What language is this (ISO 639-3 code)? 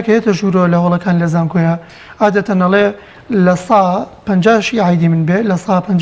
ckb